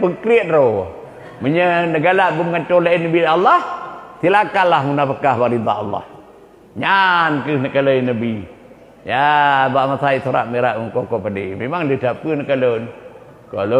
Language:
Achinese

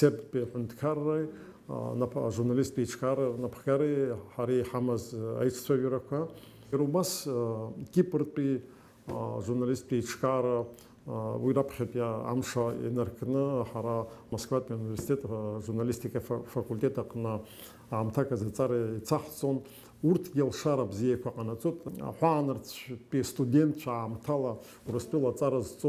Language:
Abkhazian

